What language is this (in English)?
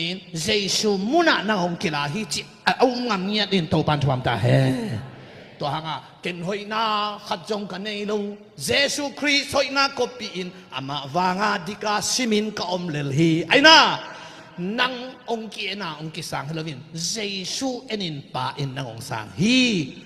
Tedim Chin